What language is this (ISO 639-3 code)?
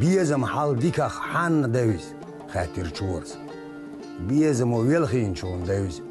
che